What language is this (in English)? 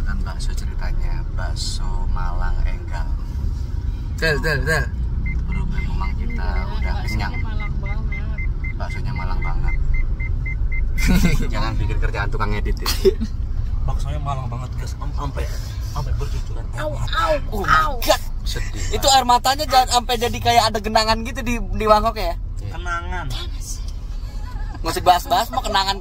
Indonesian